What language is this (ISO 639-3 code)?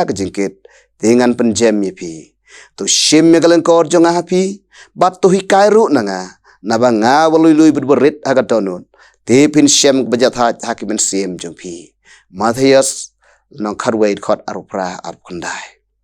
kha